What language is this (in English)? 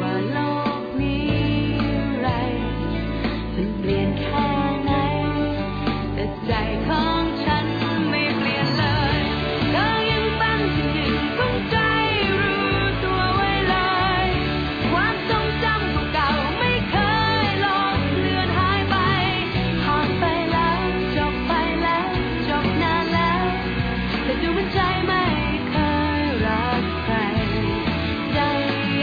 Thai